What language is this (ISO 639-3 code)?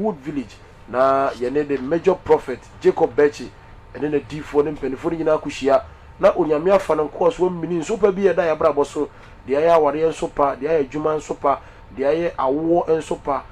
aka